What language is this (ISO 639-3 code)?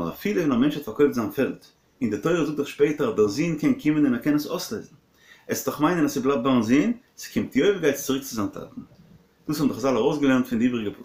yid